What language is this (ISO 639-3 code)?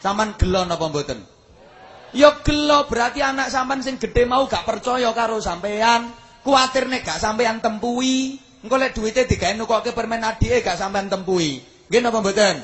jav